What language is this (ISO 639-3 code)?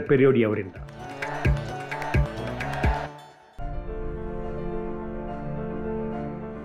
kan